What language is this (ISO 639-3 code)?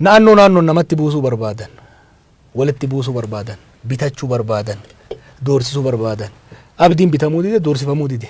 orm